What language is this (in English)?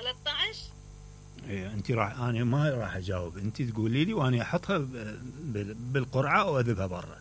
Mesopotamian Arabic